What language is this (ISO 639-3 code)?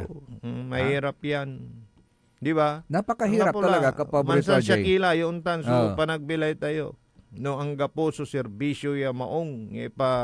pag